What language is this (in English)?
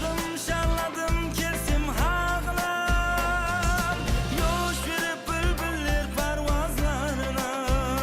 Kara-Kalpak